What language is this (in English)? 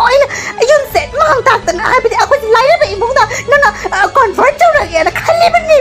Manipuri